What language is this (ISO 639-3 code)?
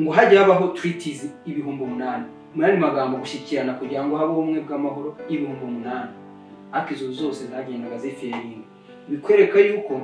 kin